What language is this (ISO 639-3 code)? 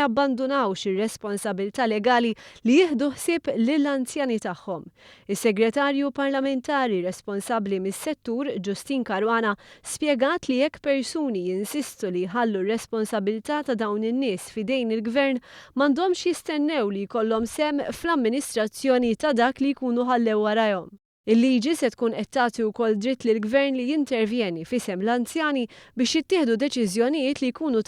mlt